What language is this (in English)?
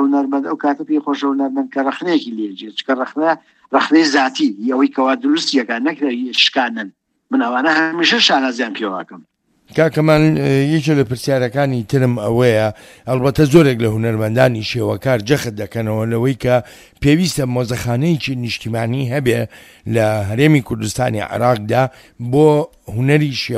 Central Kurdish